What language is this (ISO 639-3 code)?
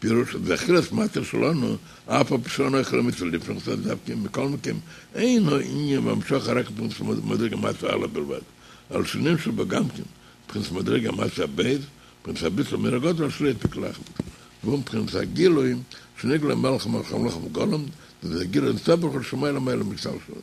yid